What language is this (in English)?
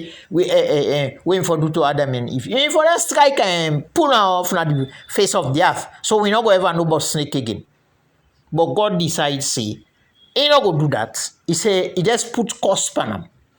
Krio